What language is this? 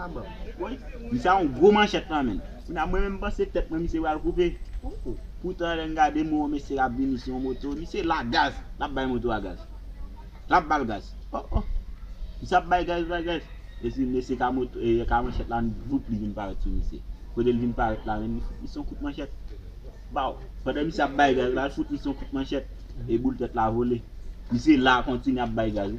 Haitian Creole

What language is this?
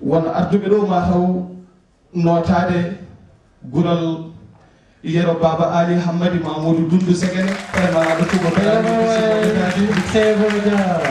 Fula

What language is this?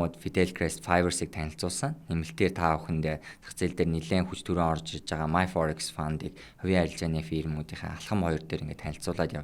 Mongolian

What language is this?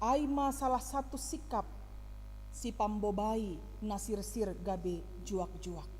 Batak Simalungun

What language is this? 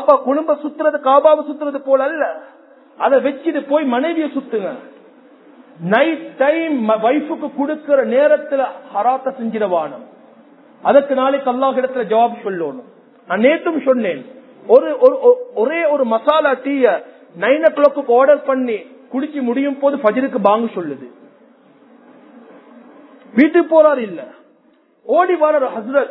Tamil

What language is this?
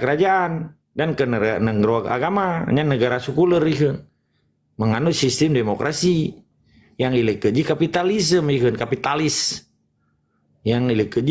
Achinese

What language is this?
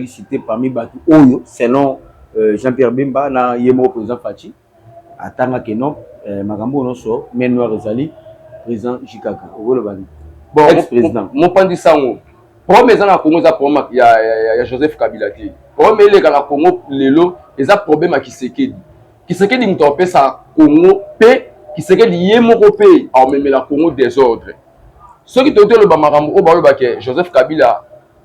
Lingala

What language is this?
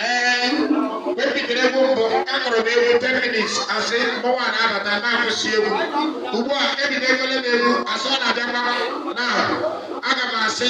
Igbo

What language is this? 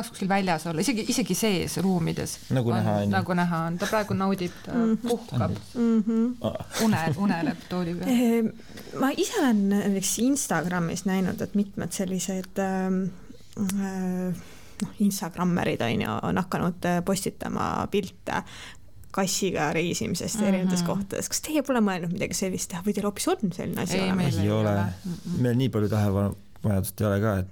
Estonian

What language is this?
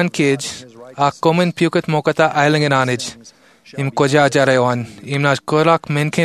Marshallese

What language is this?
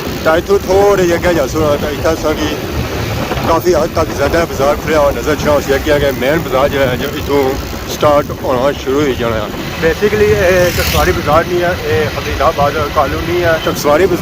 Pahari-Potwari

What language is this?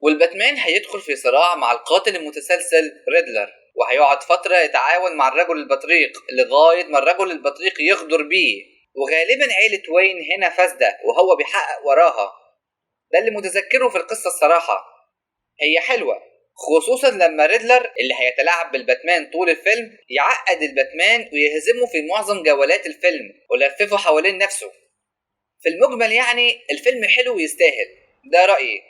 Egyptian Arabic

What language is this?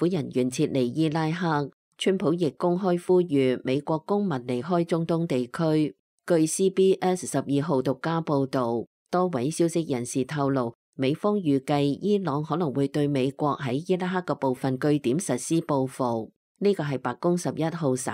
Cantonese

